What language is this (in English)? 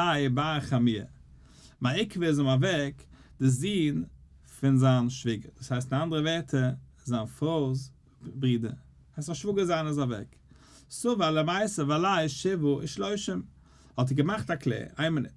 Yiddish